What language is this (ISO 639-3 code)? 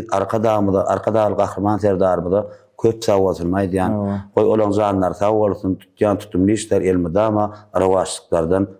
tuk